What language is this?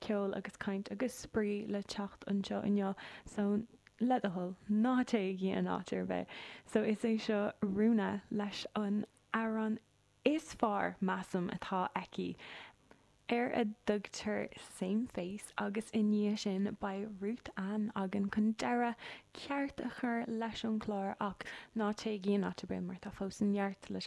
Irish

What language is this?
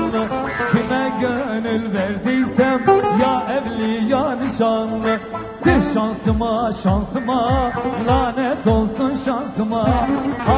Turkish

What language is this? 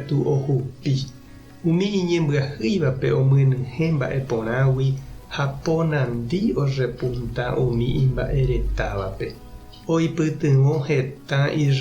Guarani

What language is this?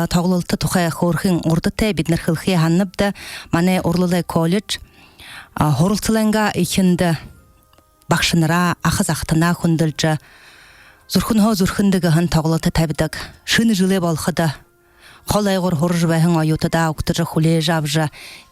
Buriat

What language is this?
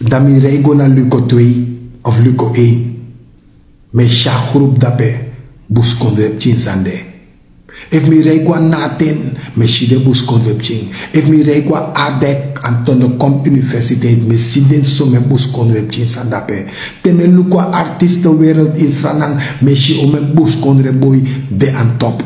Sranan Tongo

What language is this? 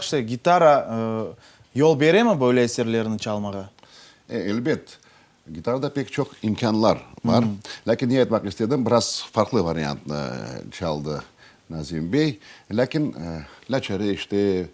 Crimean Tatar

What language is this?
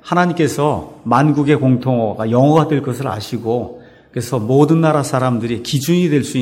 Korean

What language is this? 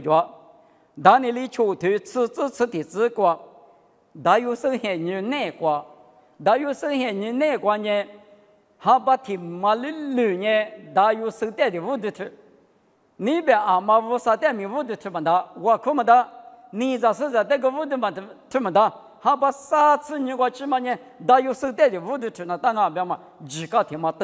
Lisu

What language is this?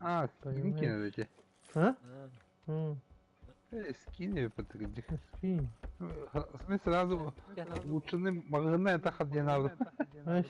Yakut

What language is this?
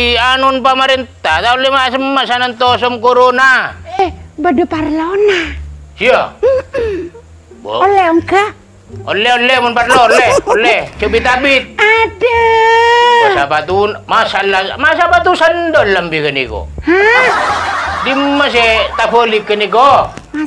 Madurese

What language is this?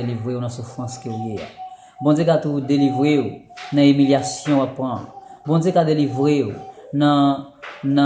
Haitian Creole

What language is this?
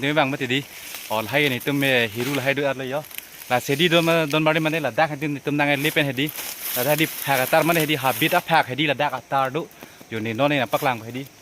Karbi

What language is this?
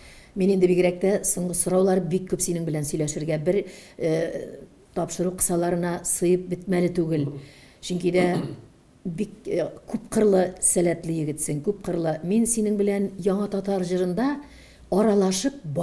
Tatar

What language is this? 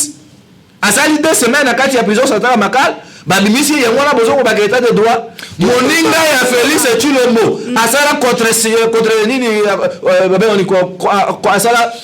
Lingala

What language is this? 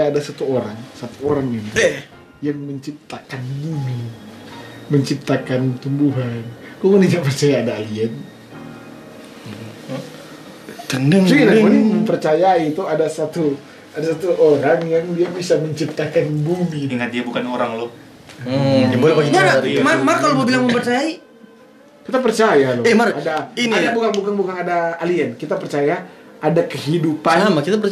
Indonesian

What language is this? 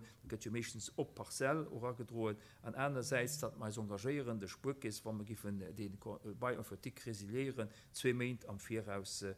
Luxembourgish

